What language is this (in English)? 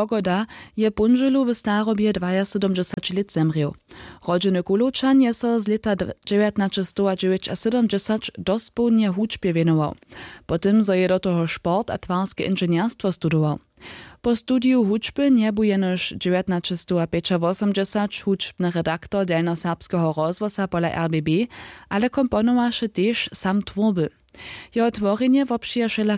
Upper Sorbian